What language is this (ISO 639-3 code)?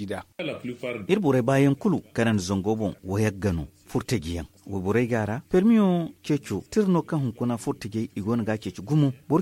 dje